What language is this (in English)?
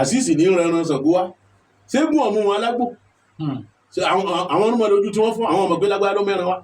Yoruba